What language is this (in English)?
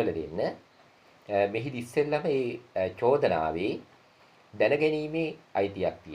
Sinhala